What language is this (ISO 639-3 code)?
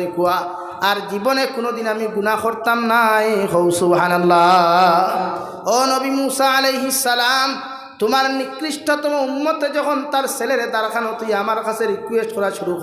syl